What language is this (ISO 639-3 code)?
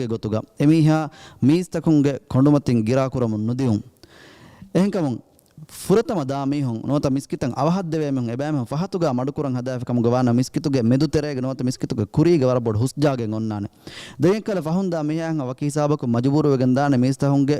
div